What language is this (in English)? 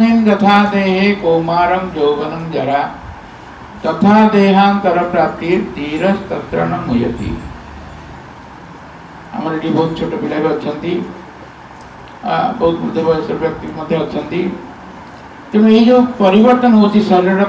Odia